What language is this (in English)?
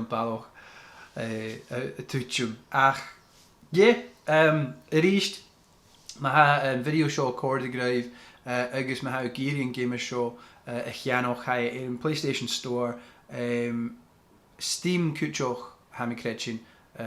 Scottish Gaelic